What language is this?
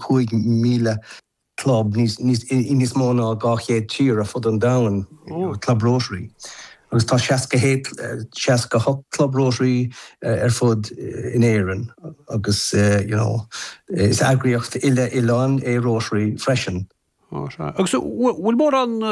Irish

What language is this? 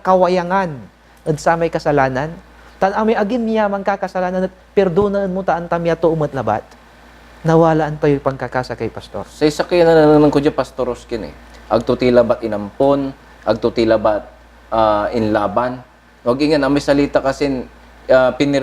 Pangasinan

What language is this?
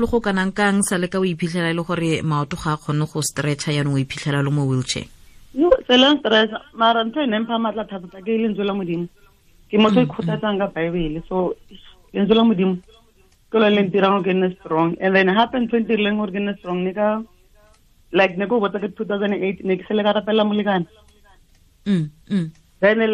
Tswana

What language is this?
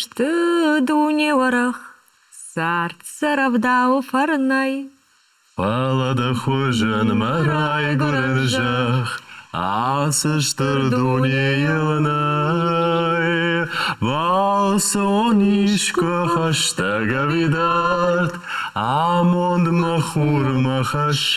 Ossetic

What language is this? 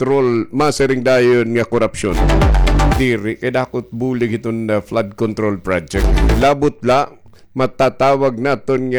Waray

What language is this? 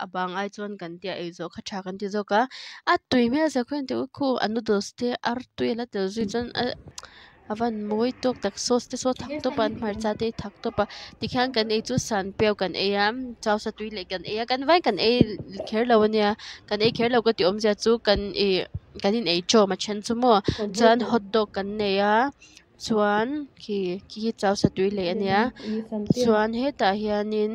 Mizo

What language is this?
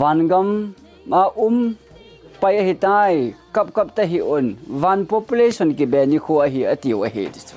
Thado Chin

